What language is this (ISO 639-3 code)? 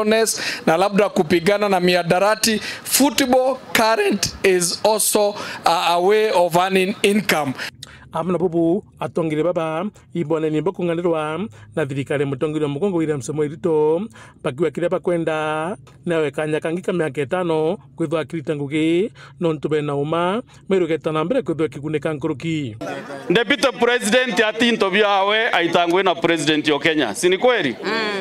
mer